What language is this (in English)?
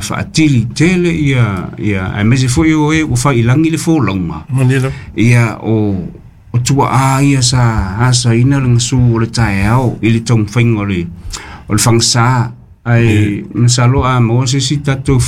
Samoan